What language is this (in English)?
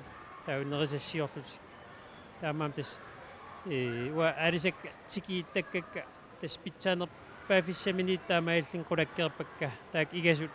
Kalaallisut